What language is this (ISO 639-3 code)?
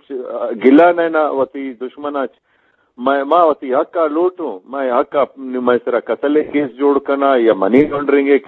bgp